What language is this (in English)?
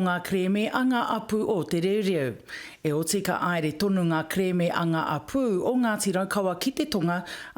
Māori